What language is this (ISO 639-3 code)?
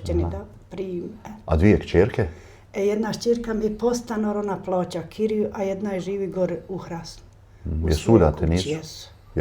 bos